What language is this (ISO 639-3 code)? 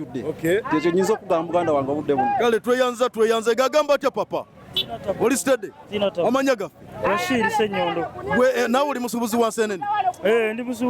lug